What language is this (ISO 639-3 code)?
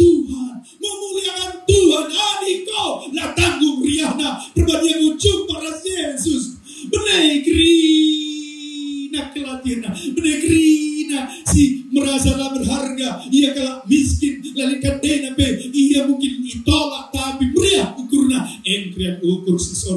btx